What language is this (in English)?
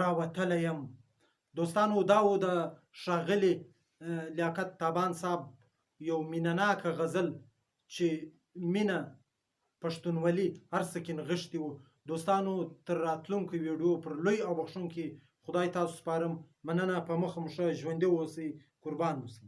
Pashto